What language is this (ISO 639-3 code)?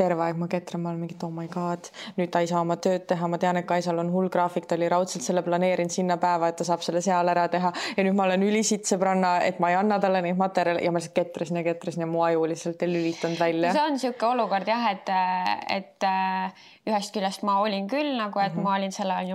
est